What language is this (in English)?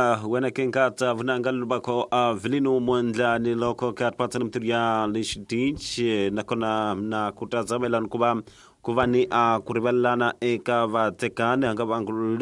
Tsonga